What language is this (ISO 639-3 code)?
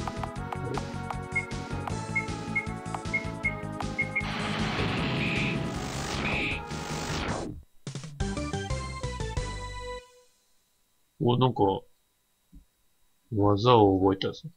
jpn